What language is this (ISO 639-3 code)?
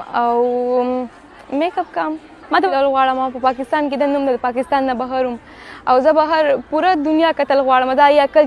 pus